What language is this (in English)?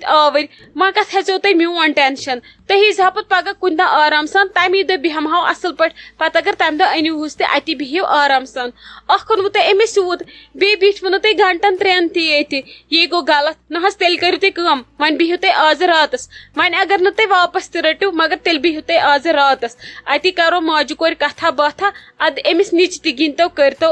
Kashmiri